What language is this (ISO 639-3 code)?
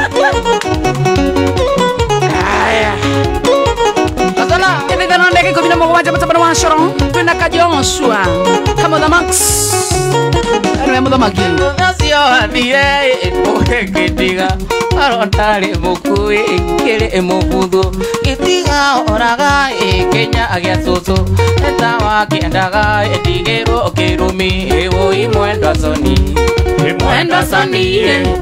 kik